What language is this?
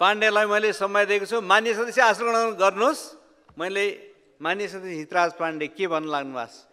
Nepali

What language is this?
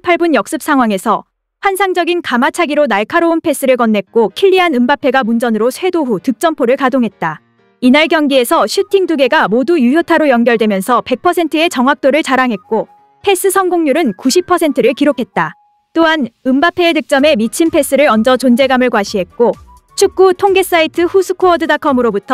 Korean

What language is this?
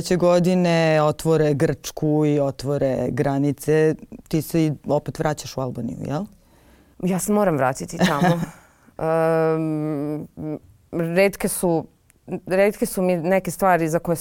Serbian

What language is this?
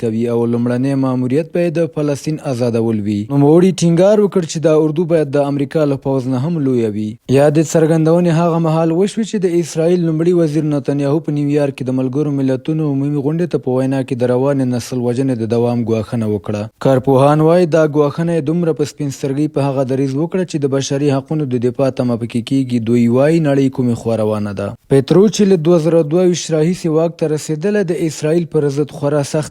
Pashto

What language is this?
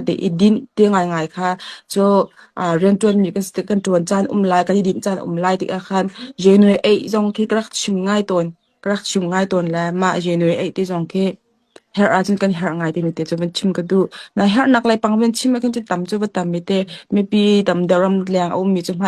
Hakha Chin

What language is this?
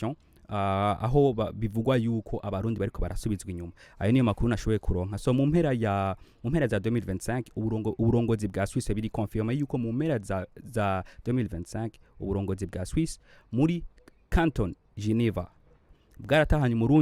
Rundi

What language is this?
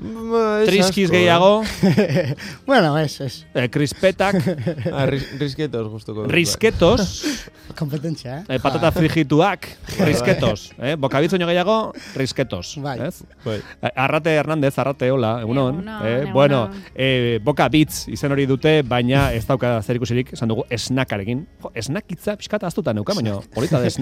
Basque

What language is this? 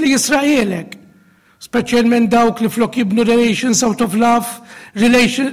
Maltese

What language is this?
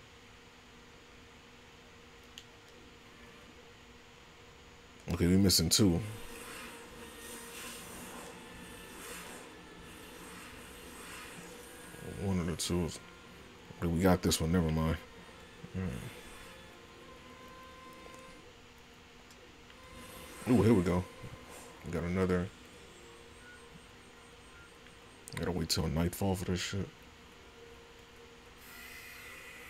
English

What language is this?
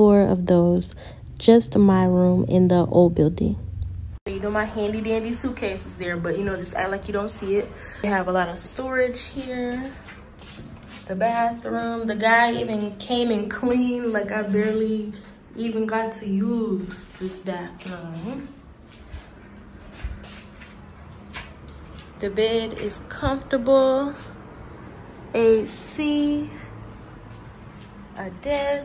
English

